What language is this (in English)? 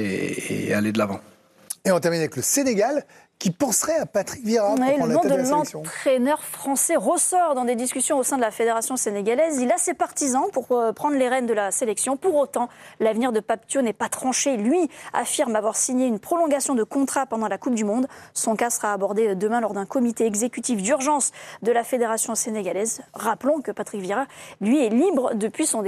French